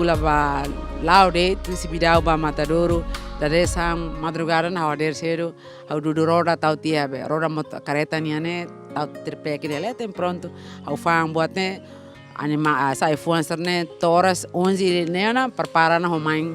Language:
Tetum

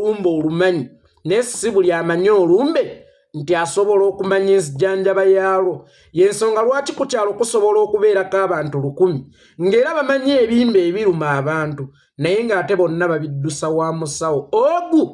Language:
Ganda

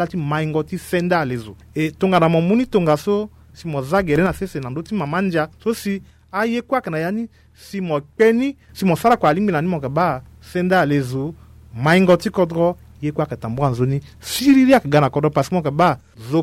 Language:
Sango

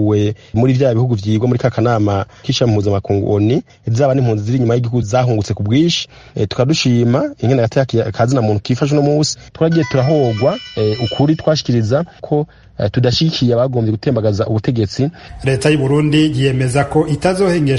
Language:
Rundi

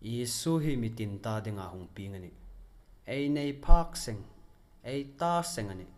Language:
Hmar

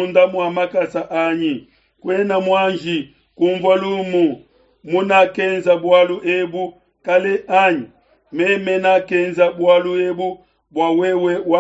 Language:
Luba-Lulua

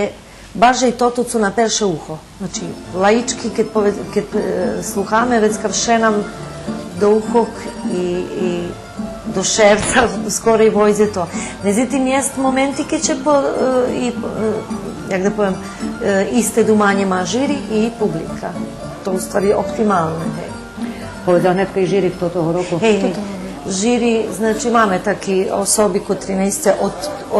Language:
Rusyn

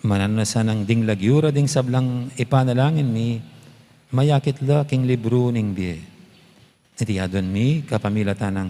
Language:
Pampanga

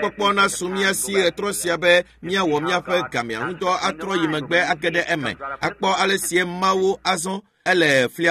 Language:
Ewe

